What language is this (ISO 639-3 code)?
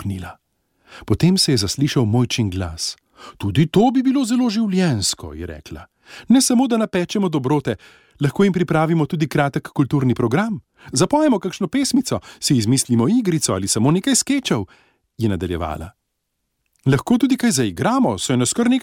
slv